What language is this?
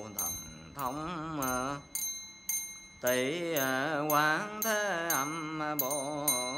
Vietnamese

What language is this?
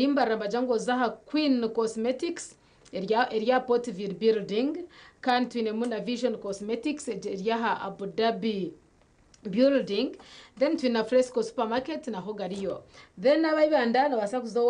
Nyankole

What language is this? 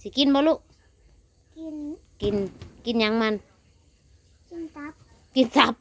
Northeastern Thai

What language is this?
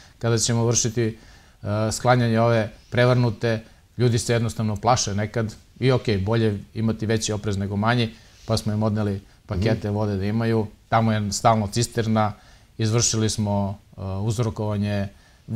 Serbian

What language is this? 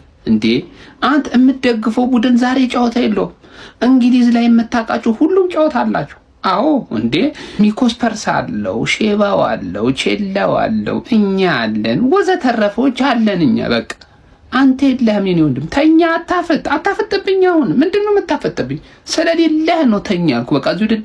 Amharic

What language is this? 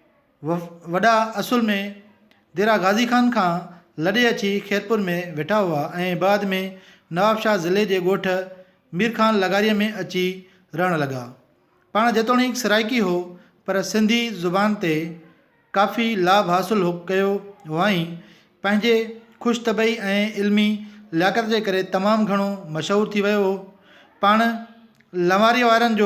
Sindhi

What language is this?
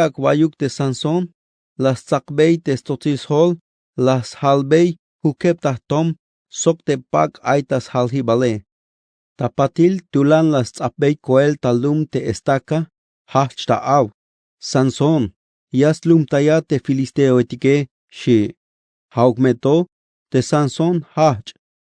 Tzeltal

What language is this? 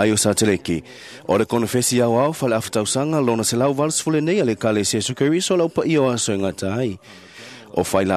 Samoan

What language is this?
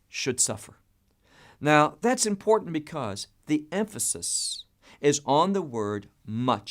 English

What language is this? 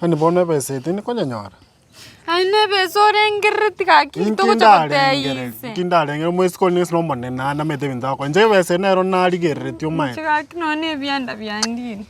Gusii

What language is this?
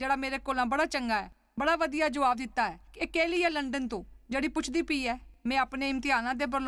Dogri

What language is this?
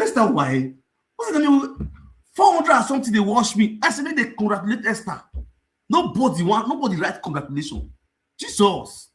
Nigerian Pidgin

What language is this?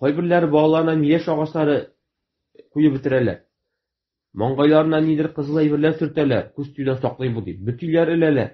Tatar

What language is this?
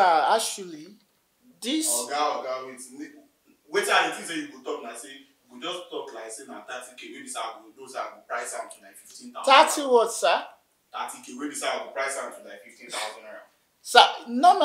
Nigerian Pidgin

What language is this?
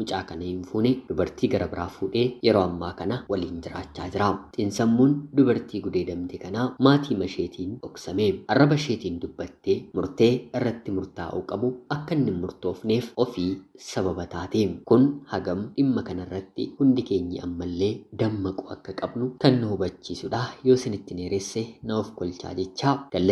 Oromo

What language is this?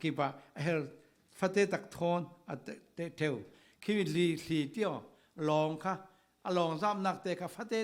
Falam Chin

